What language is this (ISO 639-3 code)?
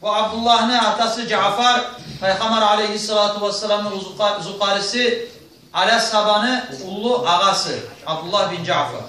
kum